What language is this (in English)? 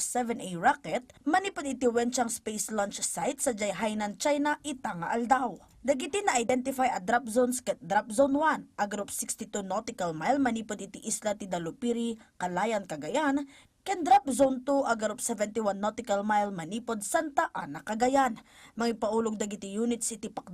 Iloko